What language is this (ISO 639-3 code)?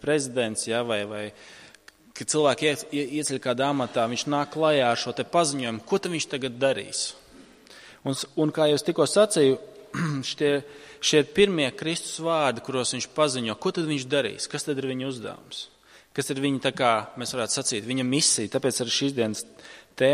lav